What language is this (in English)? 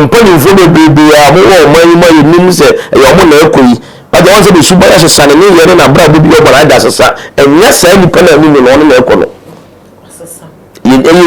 Akan